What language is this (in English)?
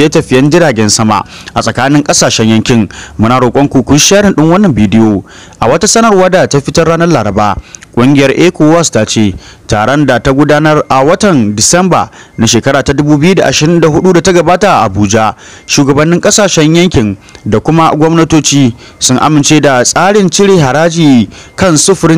Hausa